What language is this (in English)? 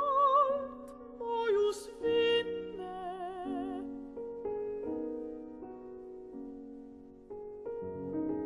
Norwegian